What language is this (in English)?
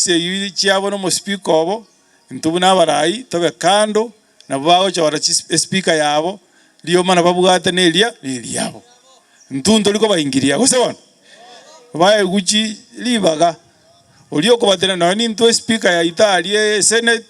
Gusii